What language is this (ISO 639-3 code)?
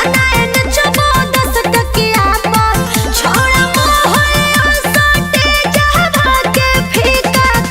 mag